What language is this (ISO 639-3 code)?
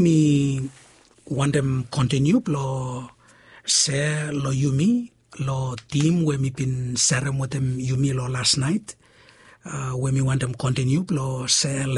bis